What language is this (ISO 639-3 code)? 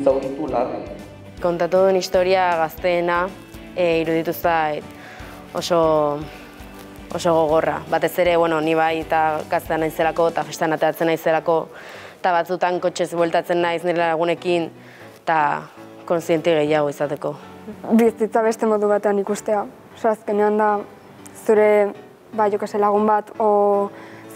eus